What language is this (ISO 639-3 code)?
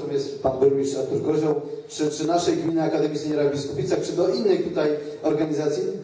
pol